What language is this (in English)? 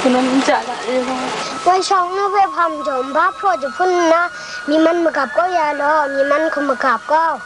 Kachin